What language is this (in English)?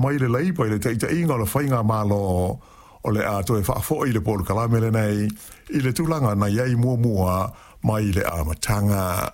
Samoan